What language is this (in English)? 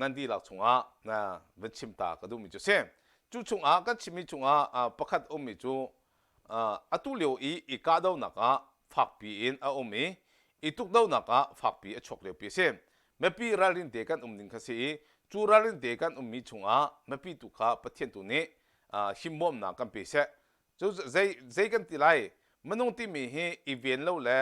Hakha Chin